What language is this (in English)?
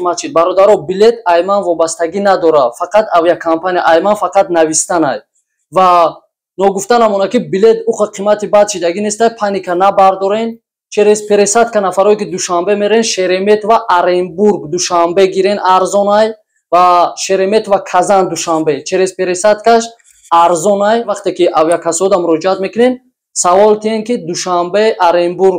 Tajik